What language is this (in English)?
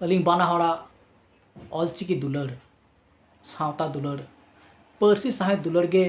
Santali